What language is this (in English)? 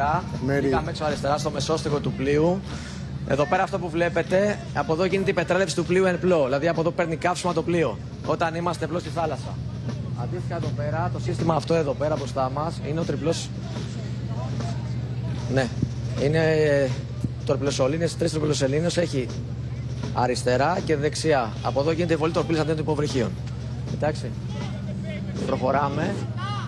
Greek